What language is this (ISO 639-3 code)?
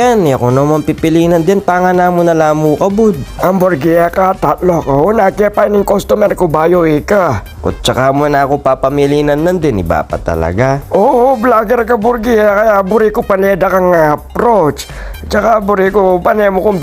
pam